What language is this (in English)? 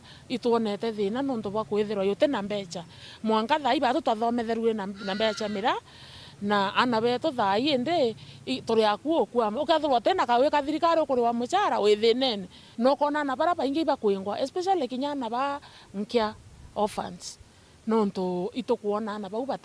Meru